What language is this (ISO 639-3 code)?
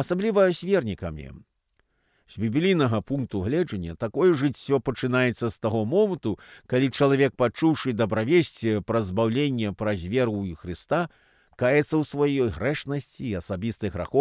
bel